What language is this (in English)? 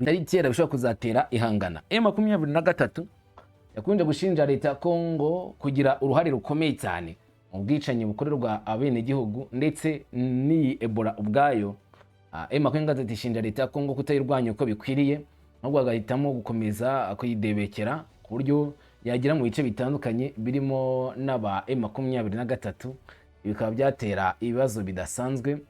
Kinyarwanda